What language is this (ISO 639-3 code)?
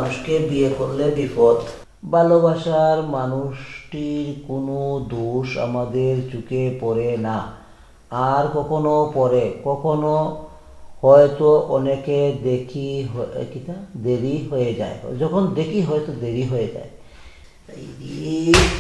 syl